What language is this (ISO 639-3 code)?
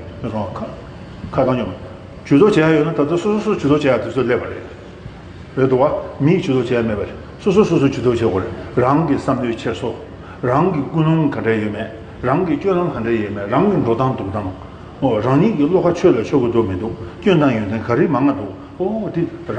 bod